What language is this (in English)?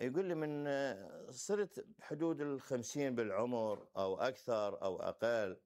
Mesopotamian Arabic